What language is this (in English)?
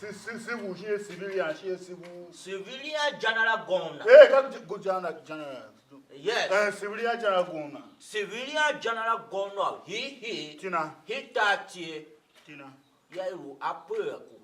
Tiv